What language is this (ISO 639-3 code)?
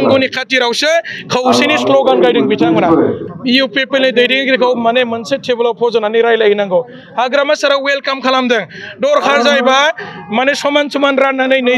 brx